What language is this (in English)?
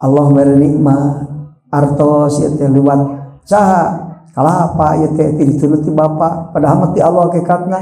Sundanese